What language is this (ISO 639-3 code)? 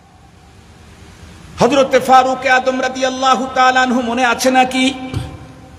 ben